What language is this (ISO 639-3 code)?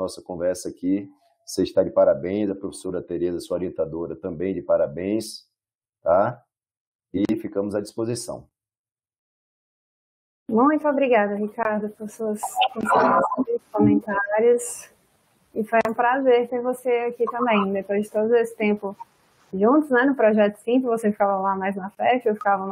por